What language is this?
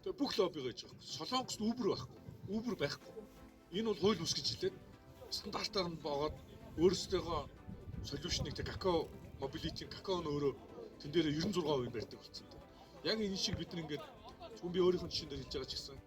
Mongolian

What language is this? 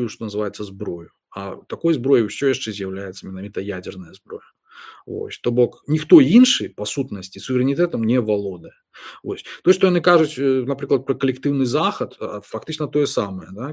Belarusian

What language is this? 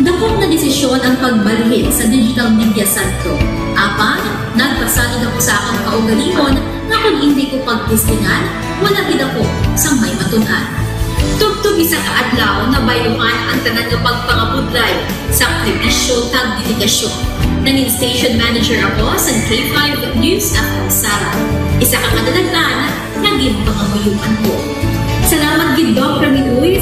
Hiligaynon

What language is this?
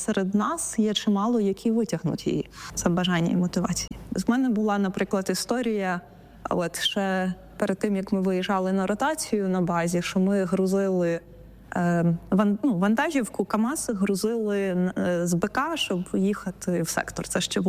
Ukrainian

